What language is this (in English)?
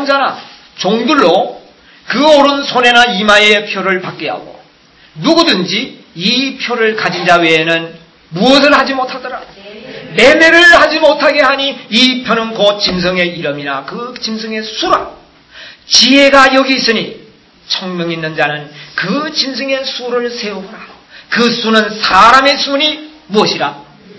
Korean